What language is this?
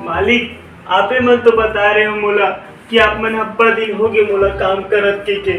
Chhattisgarhi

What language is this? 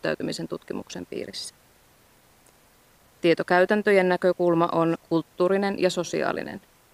Finnish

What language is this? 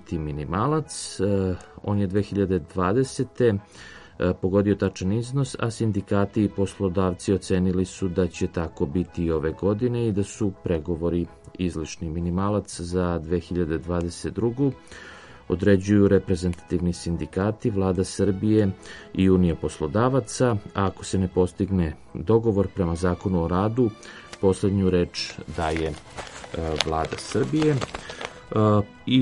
Serbian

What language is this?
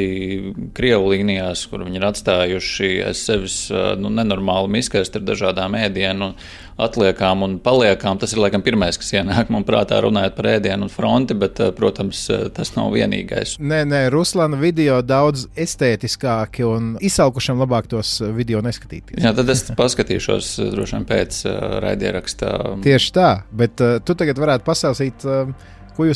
Latvian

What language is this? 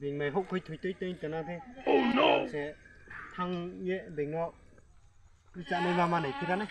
Riang (India)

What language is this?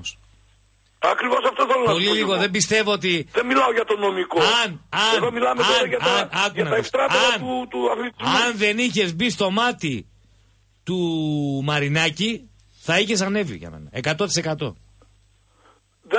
Greek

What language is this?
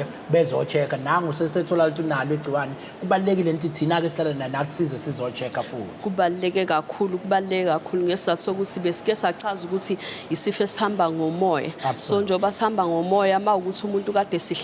Zulu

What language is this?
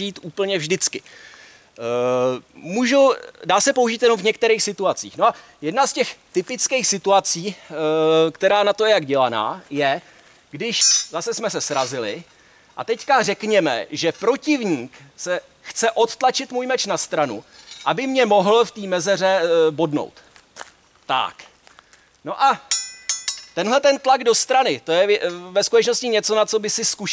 Czech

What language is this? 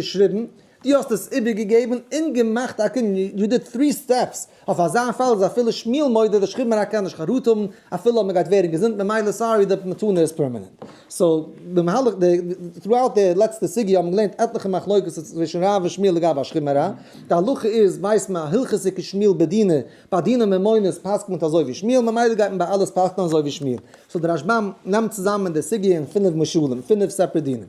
Yiddish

